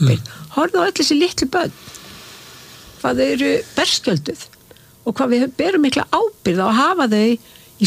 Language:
Icelandic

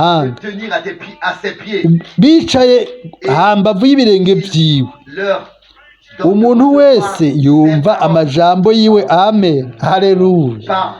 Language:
Rundi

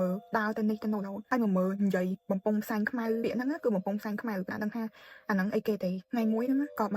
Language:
Khmer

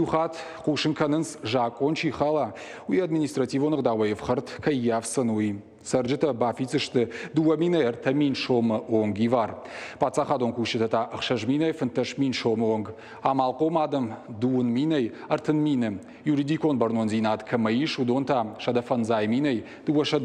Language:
Ossetic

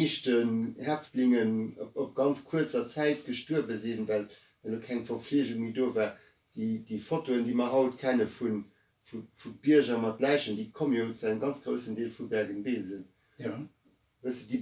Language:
Luxembourgish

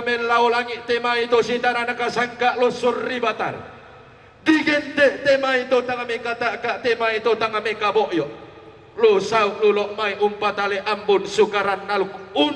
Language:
Toraja-Sa'dan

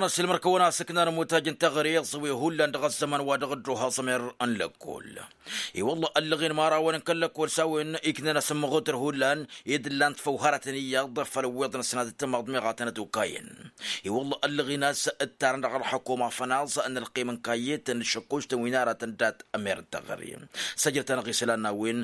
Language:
Tamasheq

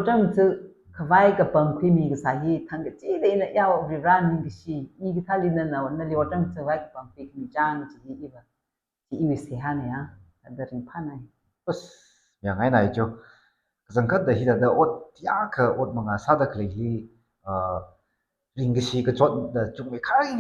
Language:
Tangkhul Naga (India)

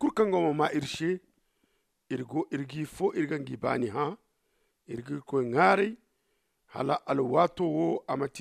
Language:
Zarma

